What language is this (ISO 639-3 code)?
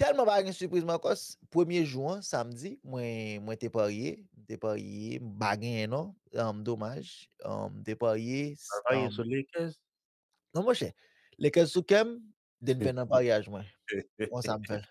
hat